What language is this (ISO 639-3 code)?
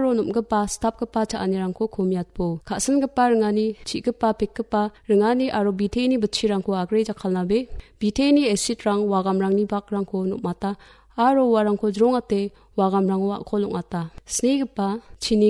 grt